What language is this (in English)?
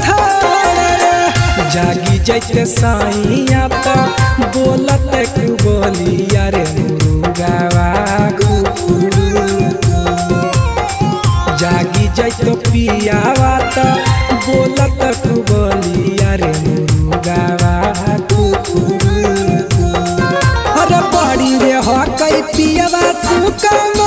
Bhojpuri